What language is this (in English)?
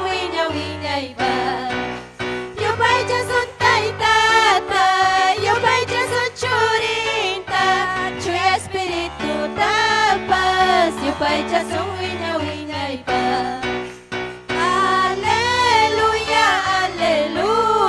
Ayacucho Quechua